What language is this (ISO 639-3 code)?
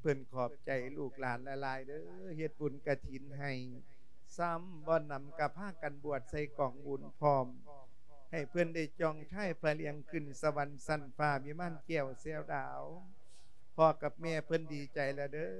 lao